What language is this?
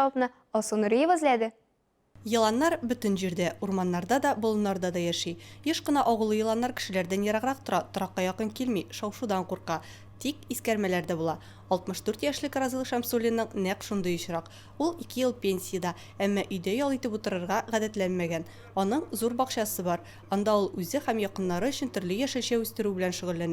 Tatar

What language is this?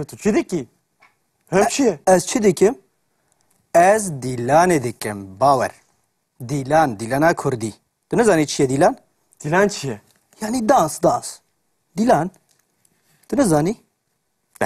Kurdish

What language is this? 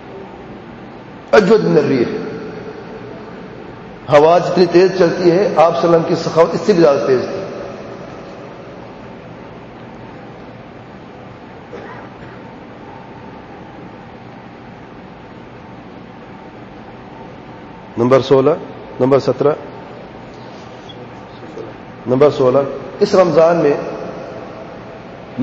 Urdu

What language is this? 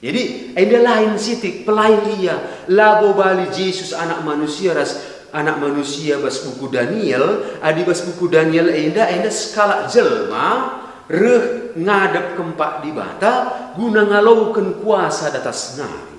Batak Karo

